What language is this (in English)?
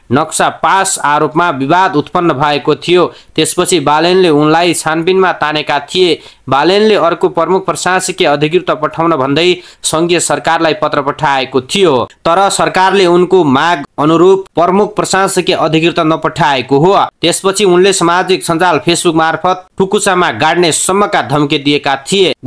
Nepali